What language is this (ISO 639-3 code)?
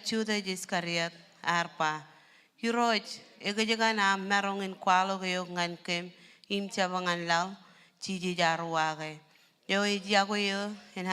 mah